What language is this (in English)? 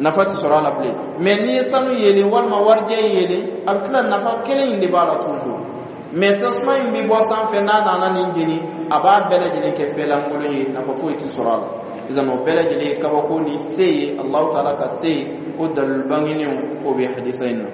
Dyula